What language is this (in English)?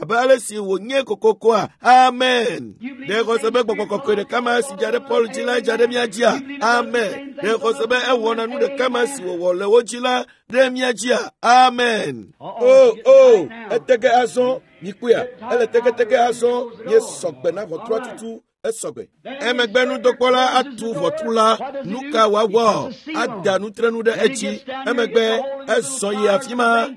Ewe